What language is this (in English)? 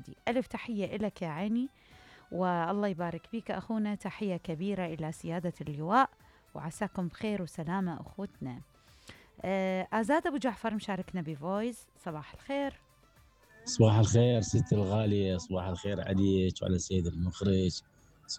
Mesopotamian Arabic